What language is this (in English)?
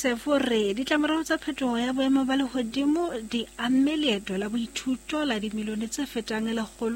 Southern Sotho